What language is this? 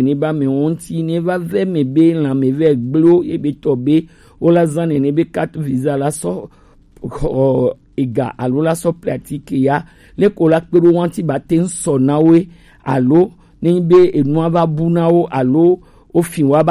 Gen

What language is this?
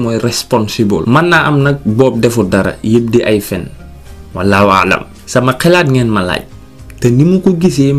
Wolof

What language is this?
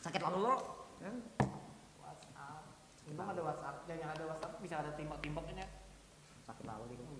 Banjar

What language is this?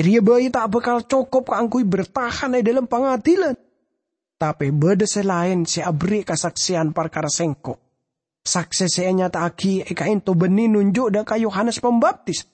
Madurese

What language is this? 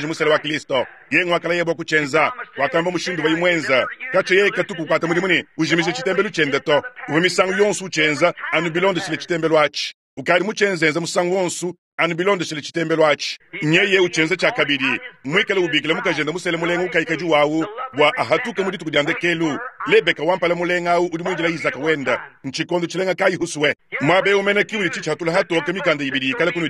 Luba-Lulua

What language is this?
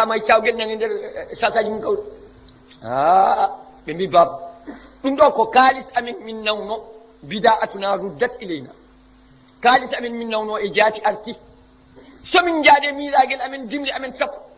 Fula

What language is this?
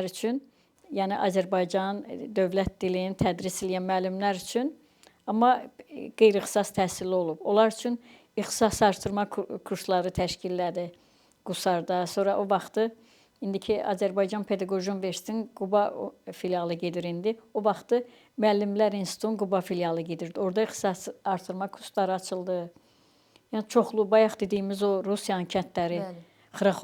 Azerbaijani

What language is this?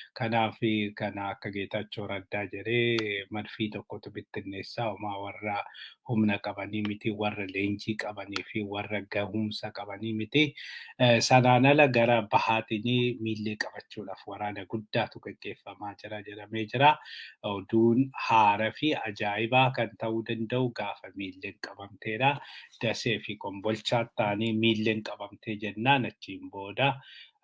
Oromo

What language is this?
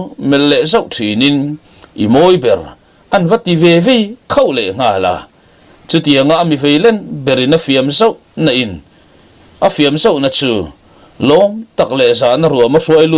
Mizo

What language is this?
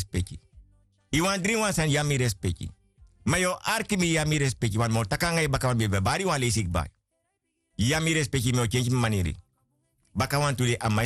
Sranan Tongo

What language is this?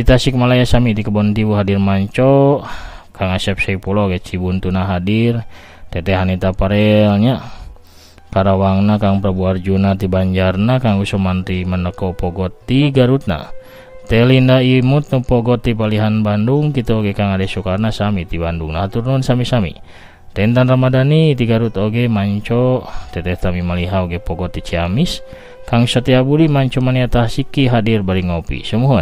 Sundanese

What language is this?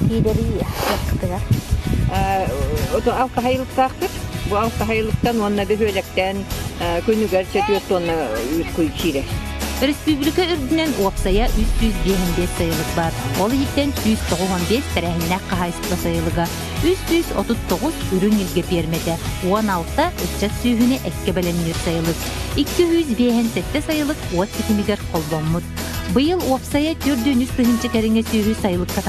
Yakut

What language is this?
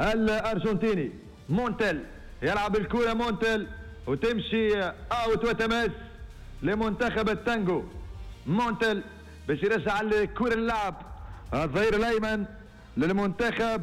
Tunisian Arabic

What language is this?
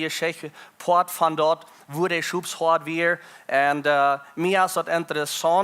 Plautdietsch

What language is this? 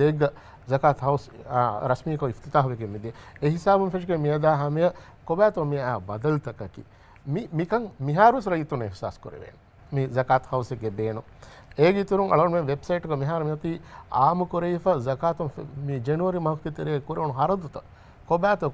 Divehi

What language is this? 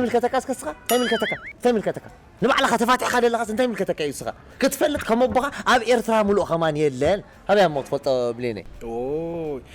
Tigrinya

